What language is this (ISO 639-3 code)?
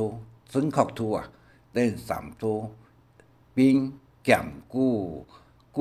hak